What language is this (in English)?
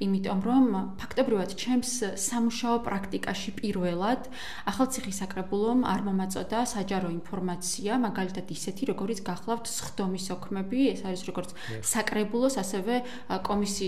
Georgian